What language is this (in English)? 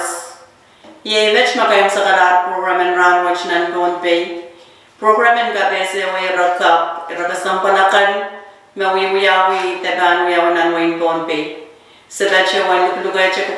Pohnpeian